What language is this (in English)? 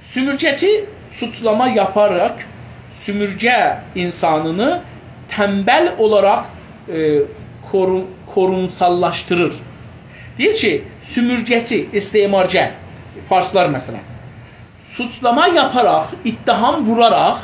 South Azerbaijani